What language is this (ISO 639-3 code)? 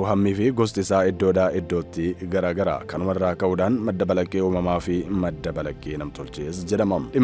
orm